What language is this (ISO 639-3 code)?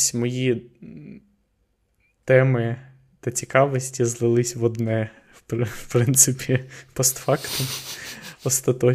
ukr